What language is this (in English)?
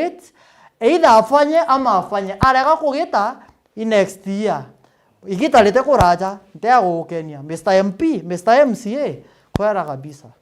Meru